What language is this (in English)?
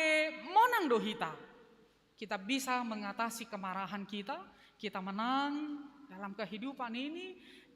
Batak Simalungun